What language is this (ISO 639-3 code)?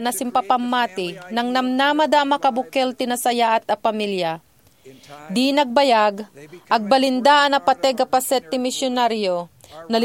ilo